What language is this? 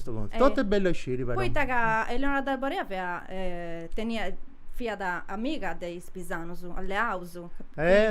Sardinian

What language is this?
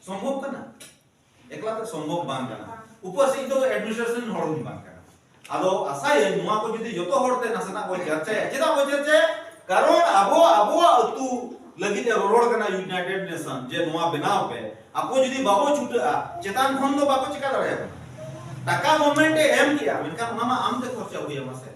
Santali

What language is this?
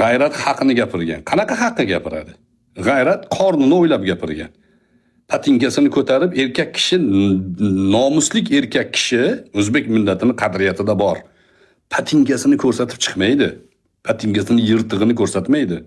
Uzbek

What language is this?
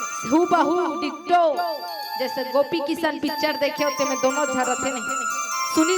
Chhattisgarhi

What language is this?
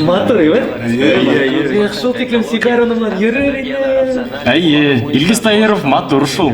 Bashkir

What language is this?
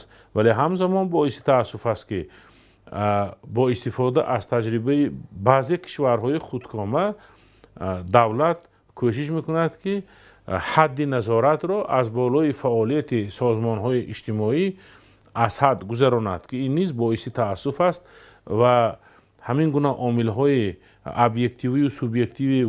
Tajik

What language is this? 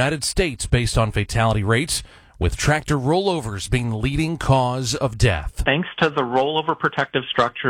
English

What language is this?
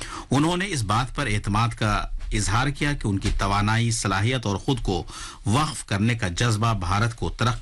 Urdu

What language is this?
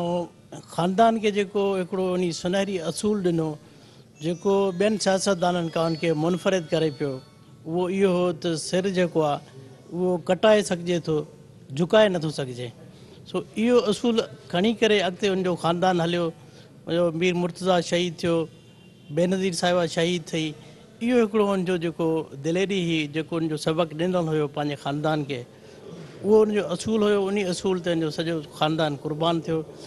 Sindhi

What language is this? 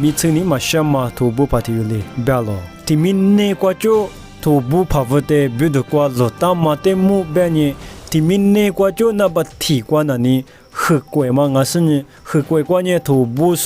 Lisu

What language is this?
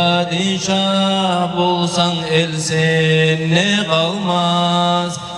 Kumyk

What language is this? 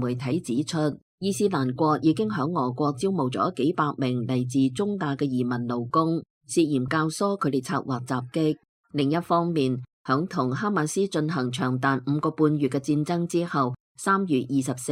Cantonese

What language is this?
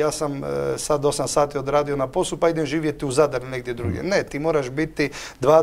Croatian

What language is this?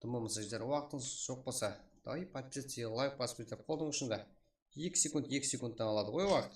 Kara-Kalpak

